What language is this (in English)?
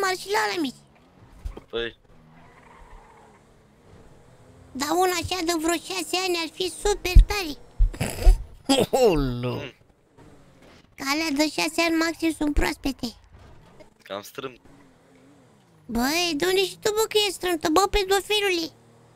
Romanian